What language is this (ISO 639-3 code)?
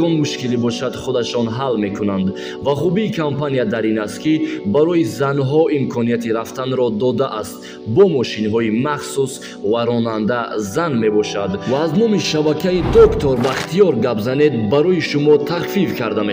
tgk